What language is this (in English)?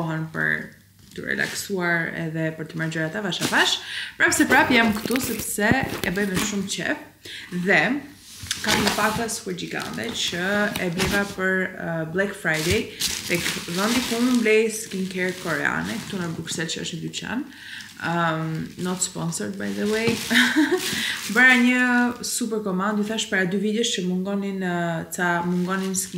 Albanian